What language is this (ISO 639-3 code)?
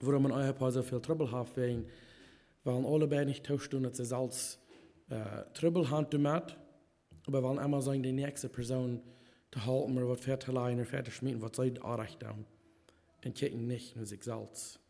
pdt